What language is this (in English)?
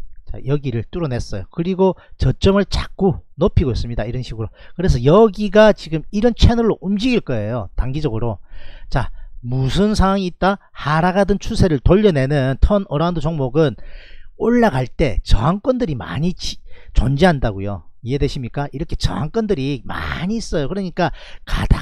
Korean